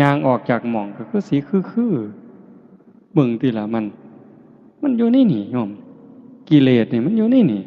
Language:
Northeastern Thai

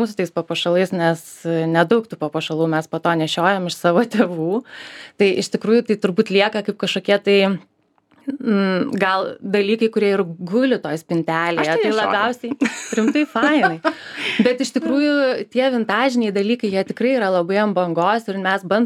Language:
Lithuanian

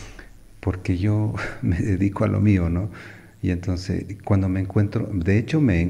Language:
Spanish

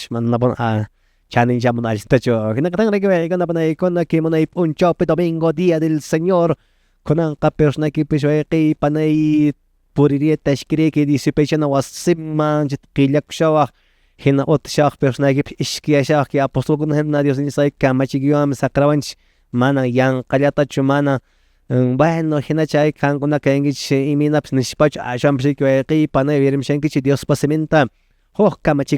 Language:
Quechua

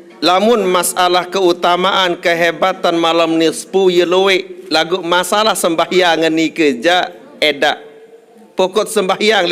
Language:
Sasak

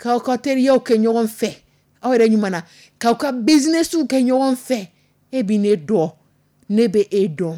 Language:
Dyula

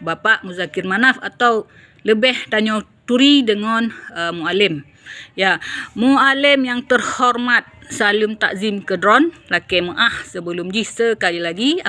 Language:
Achinese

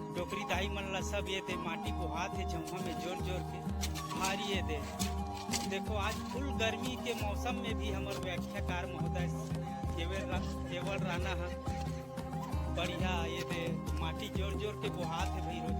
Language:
Chhattisgarhi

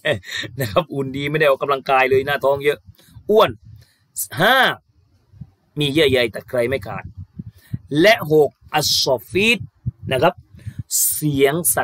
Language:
Thai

